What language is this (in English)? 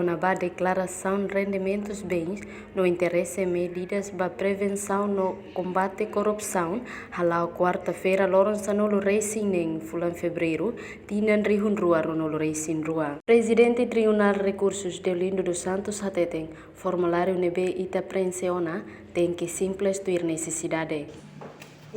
Tetum